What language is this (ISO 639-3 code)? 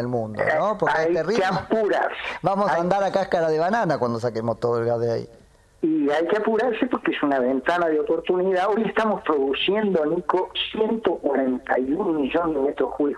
spa